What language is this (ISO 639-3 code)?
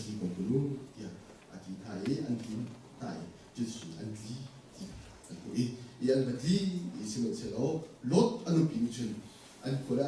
cnh